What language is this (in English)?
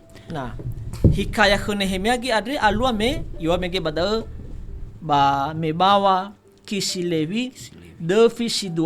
Nias